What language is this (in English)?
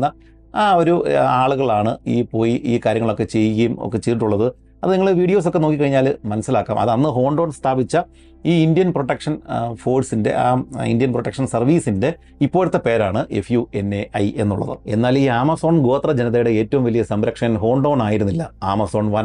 Malayalam